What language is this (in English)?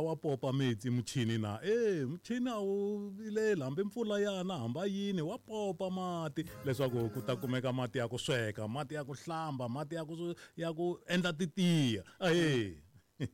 Tsonga